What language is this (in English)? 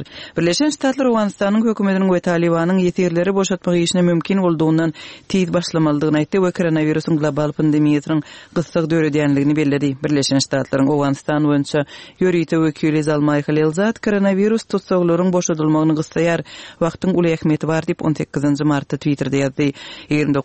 Turkmen